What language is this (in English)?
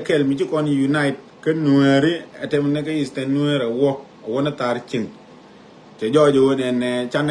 Nuer